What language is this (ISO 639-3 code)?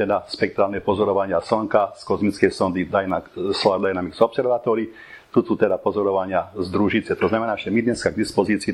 slk